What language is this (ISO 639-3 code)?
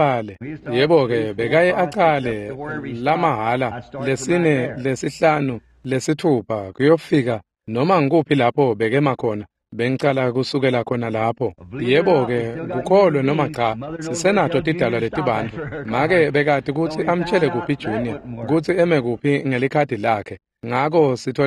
ssw